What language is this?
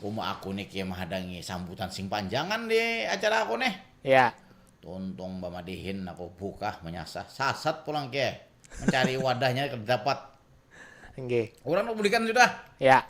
Banjar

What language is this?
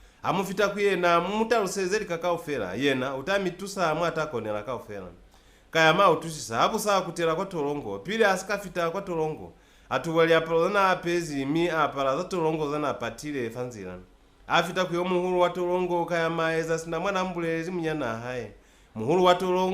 Lozi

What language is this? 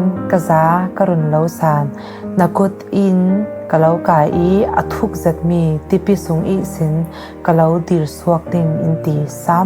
Falam Chin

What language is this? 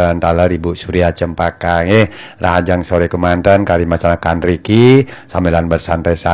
Balinese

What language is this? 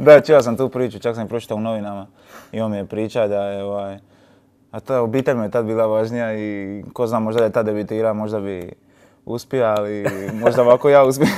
Croatian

